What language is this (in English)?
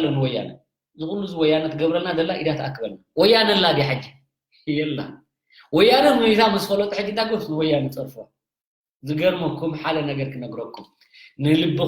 Tigrinya